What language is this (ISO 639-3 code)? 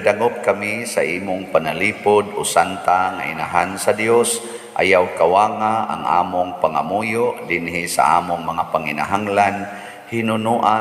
ceb